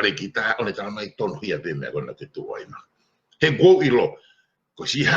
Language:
Tongan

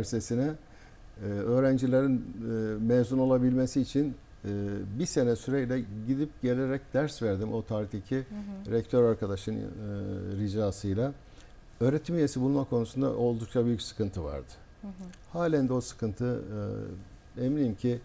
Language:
Turkish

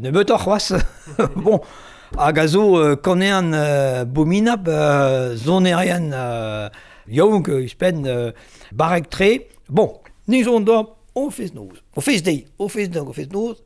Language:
Breton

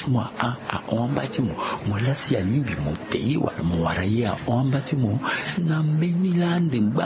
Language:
Sango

